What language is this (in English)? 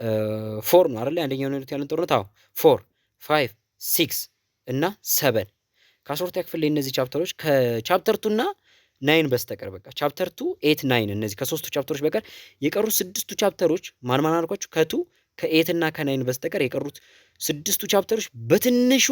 Amharic